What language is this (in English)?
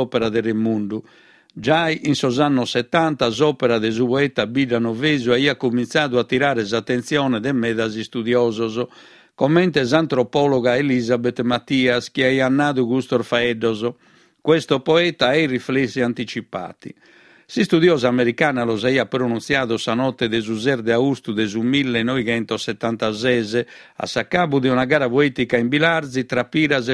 Sardinian